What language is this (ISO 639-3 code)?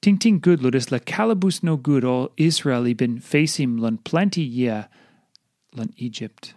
tpi